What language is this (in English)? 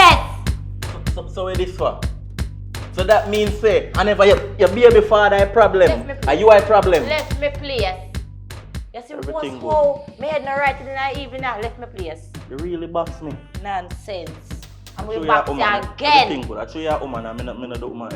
Jamaican Creole English